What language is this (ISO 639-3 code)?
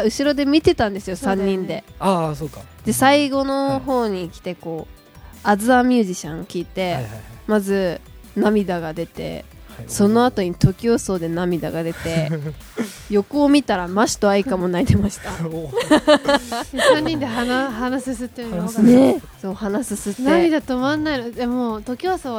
jpn